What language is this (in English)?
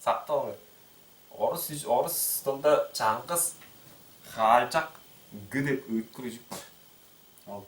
Tuvinian